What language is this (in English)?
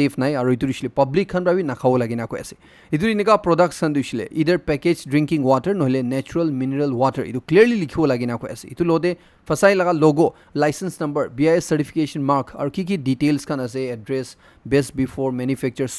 Naga Pidgin